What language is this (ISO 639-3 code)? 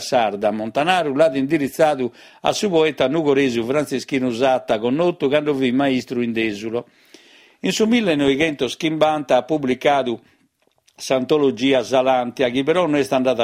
srd